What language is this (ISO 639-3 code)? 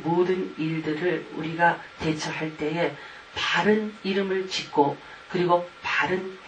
kor